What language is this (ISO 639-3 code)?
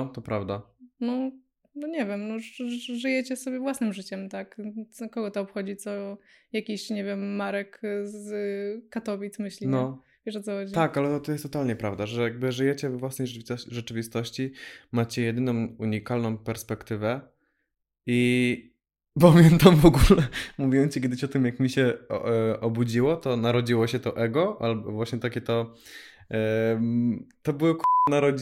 pol